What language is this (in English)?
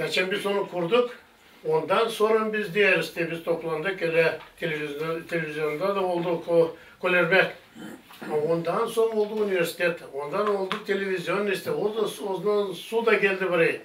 Gagauz